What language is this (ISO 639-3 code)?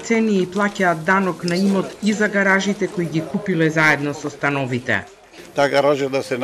mkd